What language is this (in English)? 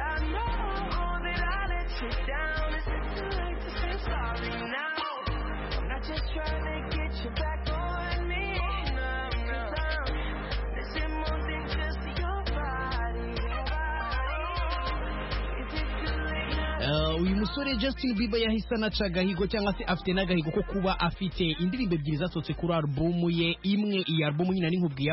Kinyarwanda